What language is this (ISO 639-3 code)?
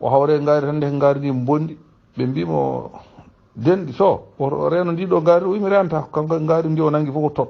ful